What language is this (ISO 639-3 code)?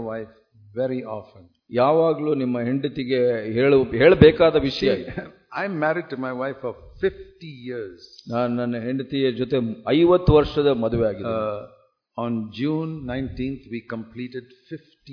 kan